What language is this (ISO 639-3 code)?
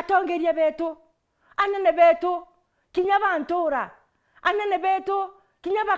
mer